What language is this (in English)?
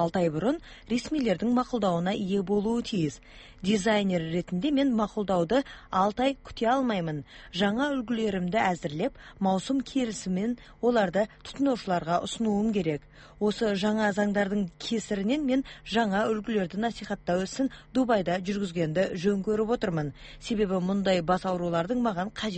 Kazakh